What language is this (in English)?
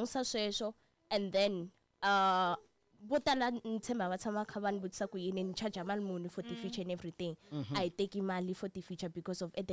Tsonga